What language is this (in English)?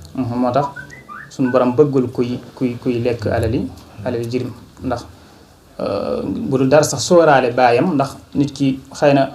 Wolof